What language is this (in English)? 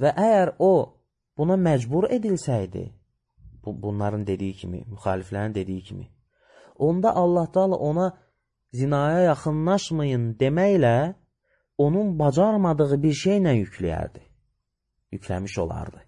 Azerbaijani